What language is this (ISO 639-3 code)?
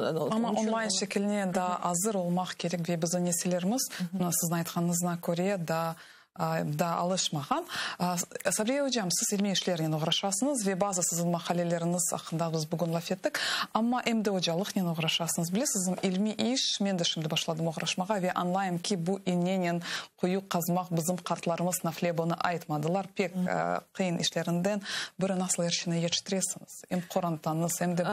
crh